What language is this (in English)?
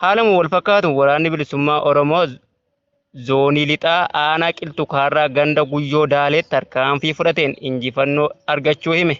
Oromo